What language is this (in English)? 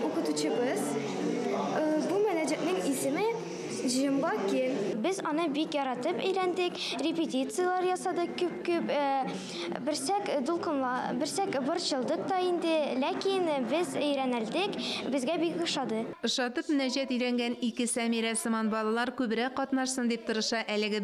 Tatar